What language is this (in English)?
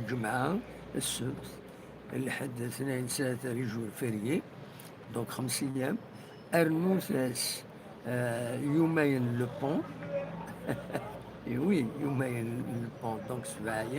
Kabyle